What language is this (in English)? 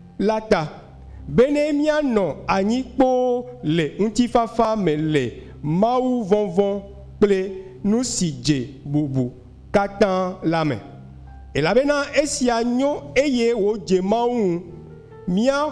Ewe